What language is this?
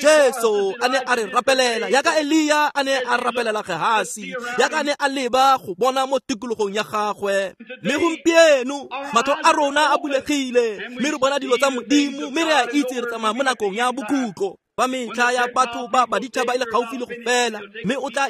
Tswana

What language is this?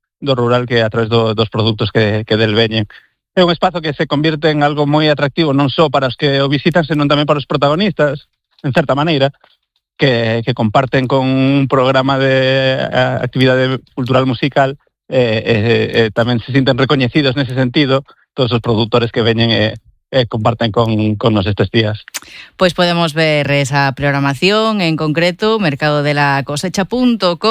Galician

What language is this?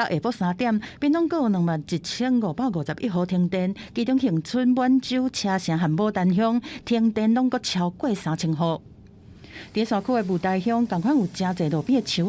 Min Nan Chinese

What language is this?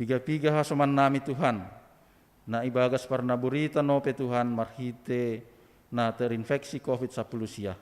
Batak Simalungun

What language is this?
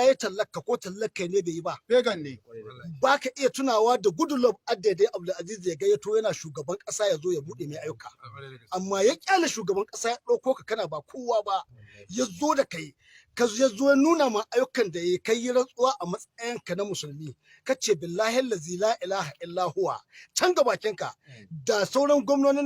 Hausa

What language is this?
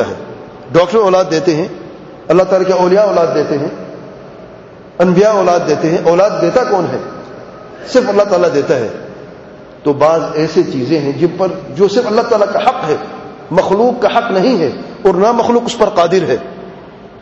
Urdu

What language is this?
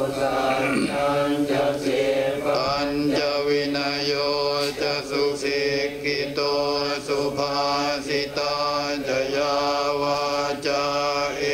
Pali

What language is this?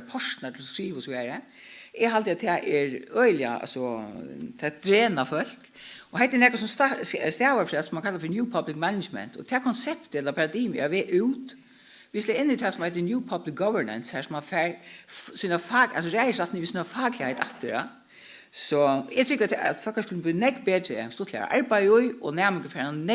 Faroese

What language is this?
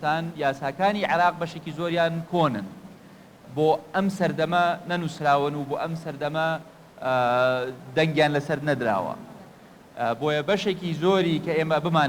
Central Kurdish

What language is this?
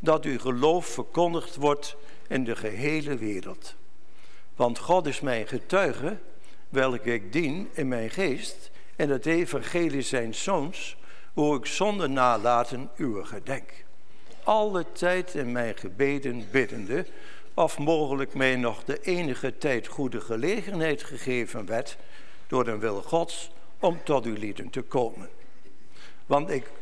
Dutch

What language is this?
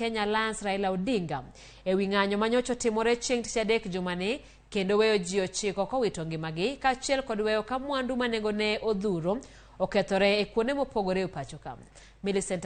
Luo (Kenya and Tanzania)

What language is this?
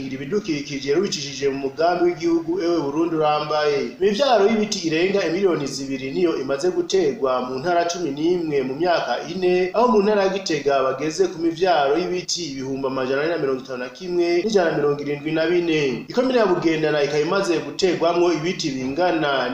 Rundi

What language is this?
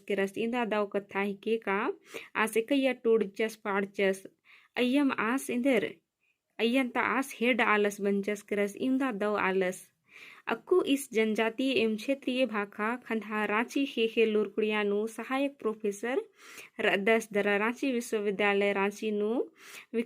Kurukh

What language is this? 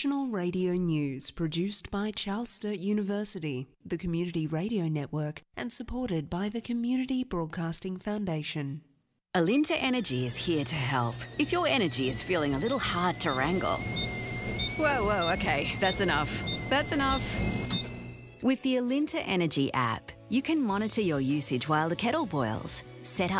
English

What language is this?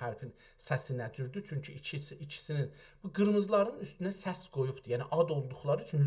South Azerbaijani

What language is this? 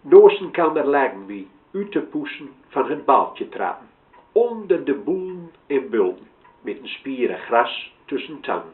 Gronings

